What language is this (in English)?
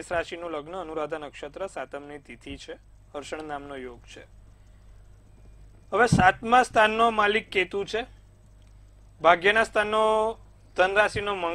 Gujarati